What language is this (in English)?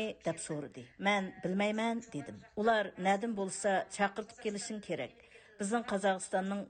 Uyghur